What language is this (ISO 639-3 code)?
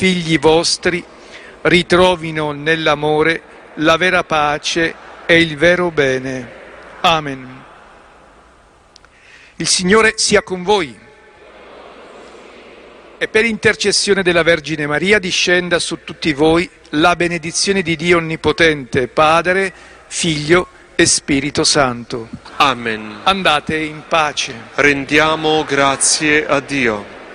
ita